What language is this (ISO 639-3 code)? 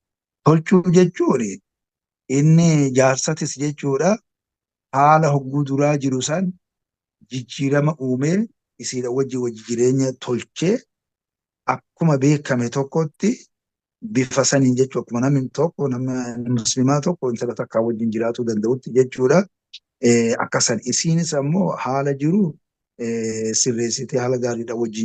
orm